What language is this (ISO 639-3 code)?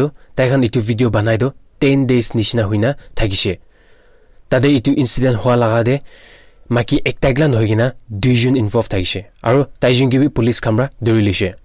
nag